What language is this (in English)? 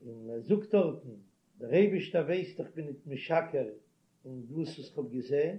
Yiddish